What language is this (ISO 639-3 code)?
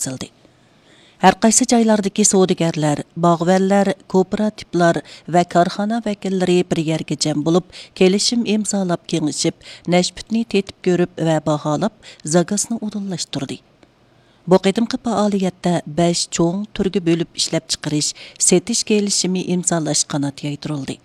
uig